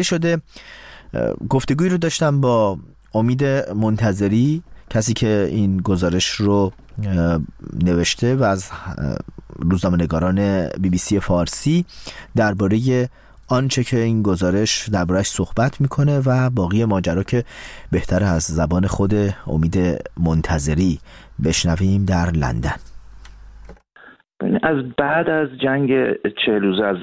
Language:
Persian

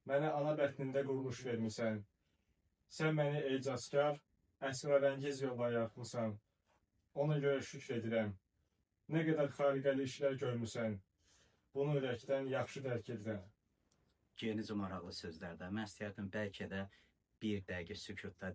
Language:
Azerbaijani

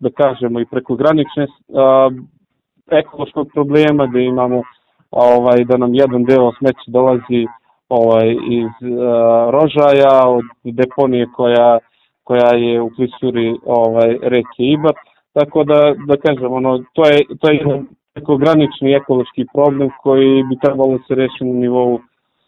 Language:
Serbian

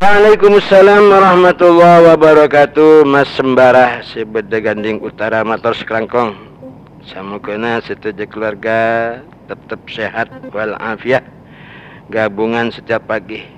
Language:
Madurese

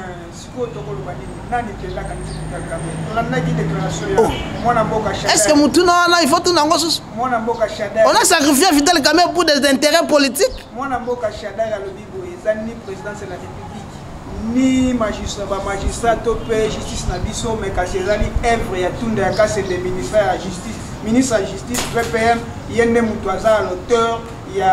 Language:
Lingala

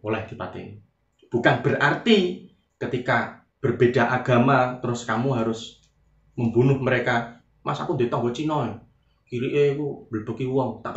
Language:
Javanese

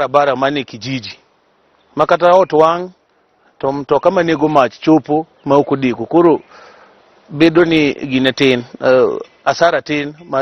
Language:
Luo (Kenya and Tanzania)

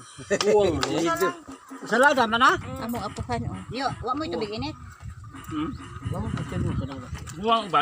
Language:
Cebuano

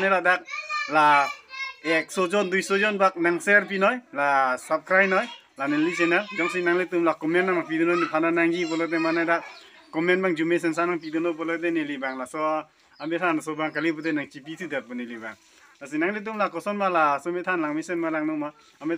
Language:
Karbi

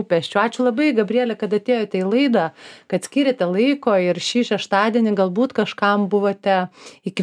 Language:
Lithuanian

